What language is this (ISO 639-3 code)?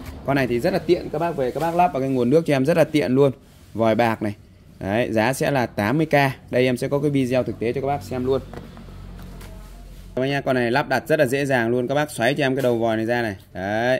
vie